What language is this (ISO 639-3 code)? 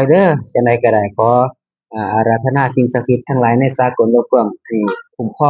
tts